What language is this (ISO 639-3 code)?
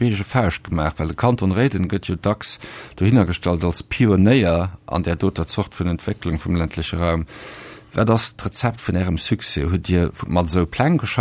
ltz